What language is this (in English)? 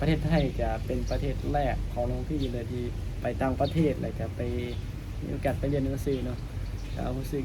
Lao